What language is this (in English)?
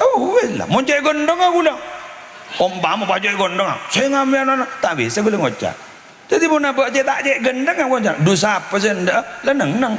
Madurese